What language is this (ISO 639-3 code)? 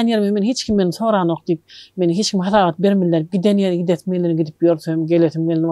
tuk